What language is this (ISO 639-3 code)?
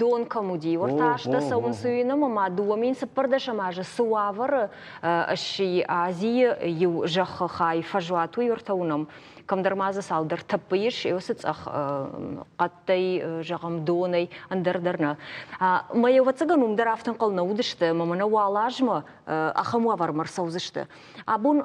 oss